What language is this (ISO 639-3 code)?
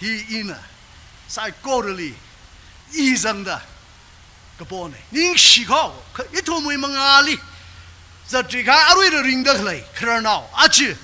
nmf